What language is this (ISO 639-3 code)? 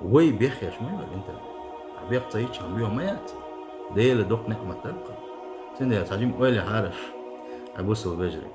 che